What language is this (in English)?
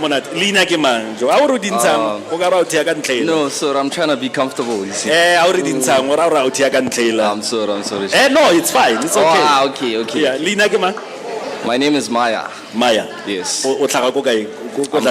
Tswana